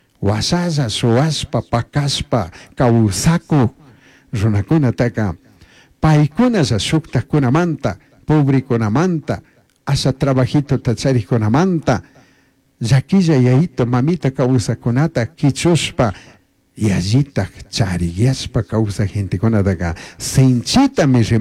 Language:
Chimborazo Highland Quichua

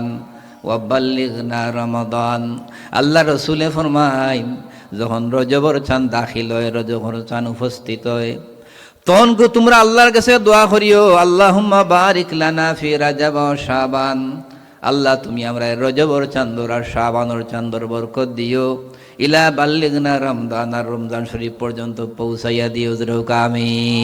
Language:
Sylheti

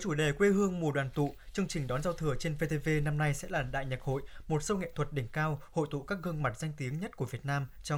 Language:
Vietnamese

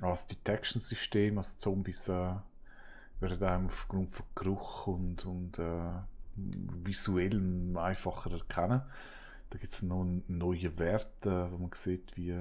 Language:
Swiss German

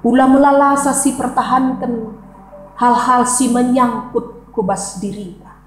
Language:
Batak Karo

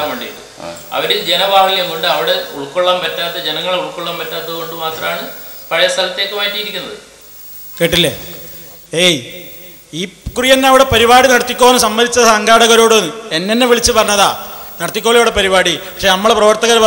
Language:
Malayalam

